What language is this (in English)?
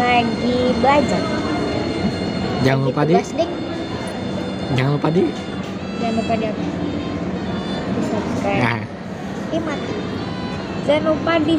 Indonesian